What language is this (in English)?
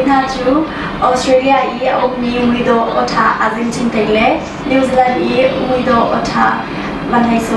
Hakha Chin